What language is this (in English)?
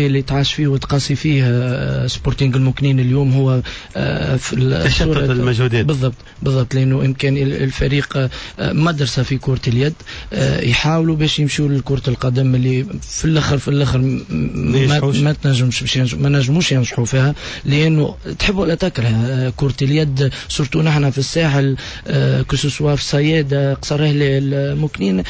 Tunisian Arabic